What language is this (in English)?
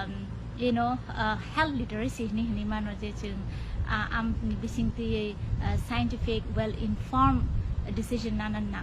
Kok Borok